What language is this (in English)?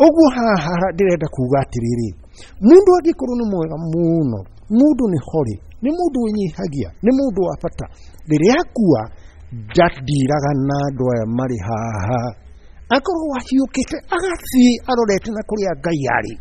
Kikuyu